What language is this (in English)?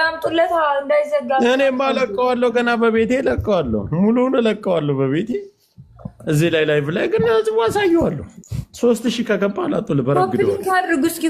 Amharic